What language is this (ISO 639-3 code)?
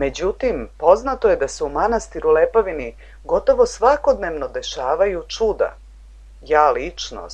srp